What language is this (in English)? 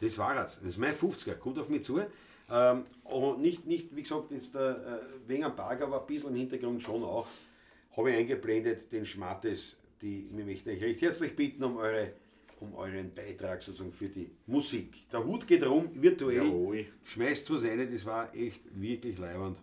Bavarian